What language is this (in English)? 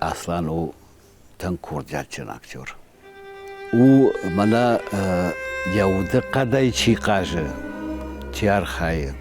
Ossetic